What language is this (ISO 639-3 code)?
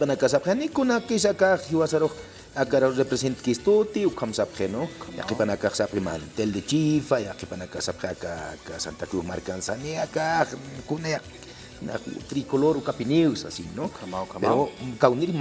aym